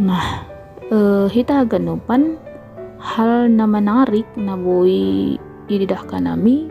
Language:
Batak Simalungun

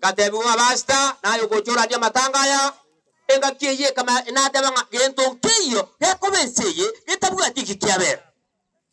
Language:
Gusii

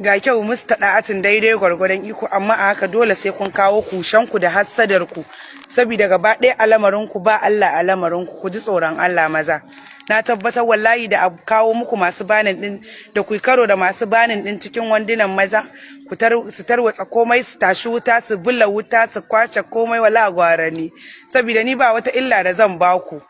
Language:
Hausa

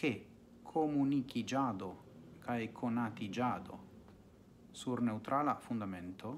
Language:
Esperanto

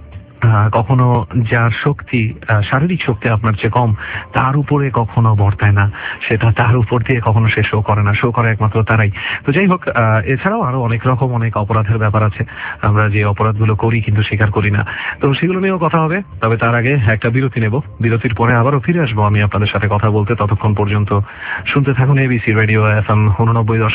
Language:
Bangla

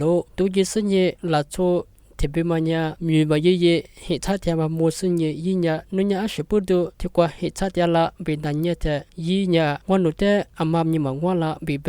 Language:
Lisu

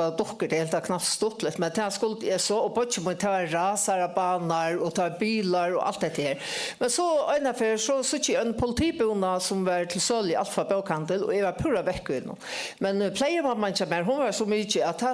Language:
Faroese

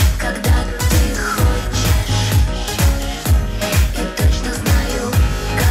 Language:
Russian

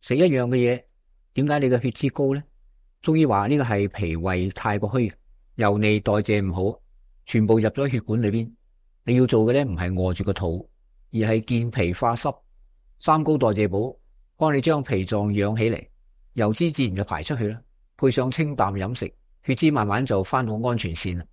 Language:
Cantonese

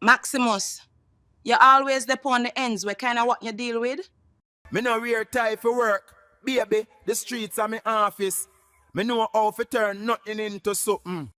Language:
Jamaican Creole English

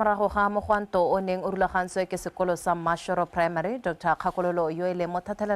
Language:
Tswana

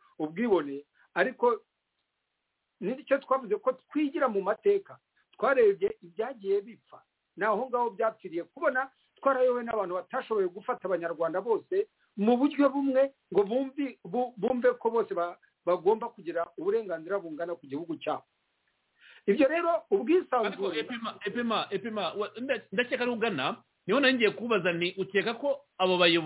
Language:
Kinyarwanda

